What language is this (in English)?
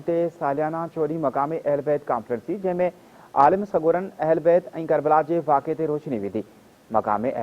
Sindhi